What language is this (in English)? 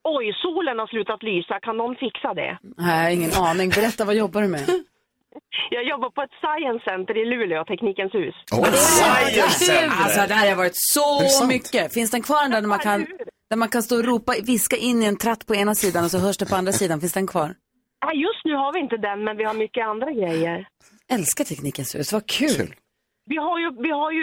Swedish